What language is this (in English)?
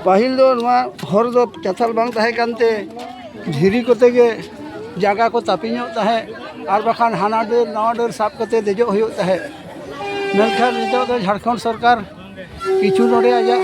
Santali